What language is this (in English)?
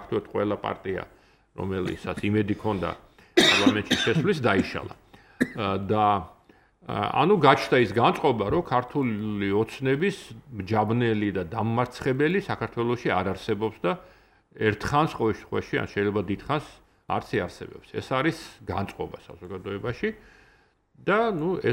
Georgian